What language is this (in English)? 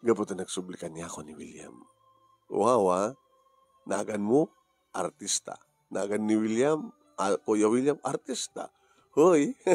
Iloko